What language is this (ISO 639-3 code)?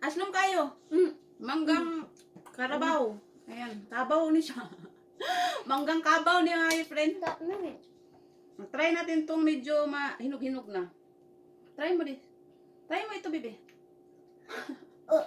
ceb